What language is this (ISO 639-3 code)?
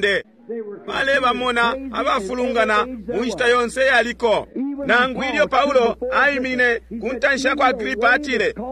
bem